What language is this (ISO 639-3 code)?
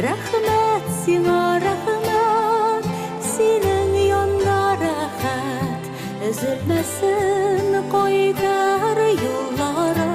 bak